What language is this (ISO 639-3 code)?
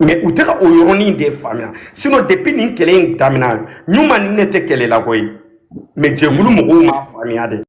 bam